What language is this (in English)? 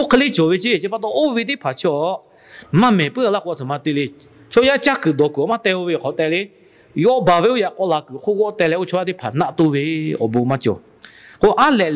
Lahu